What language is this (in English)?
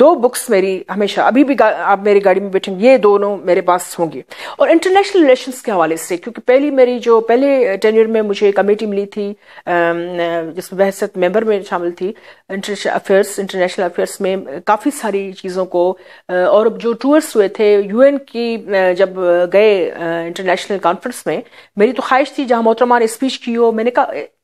Urdu